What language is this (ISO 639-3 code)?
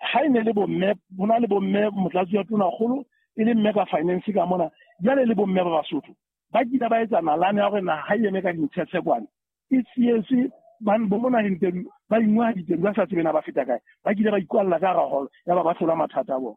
sot